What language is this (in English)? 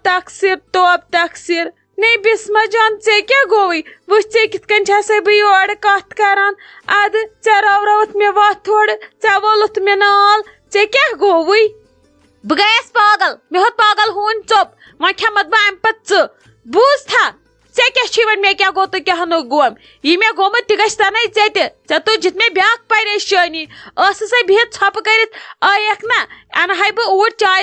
Kashmiri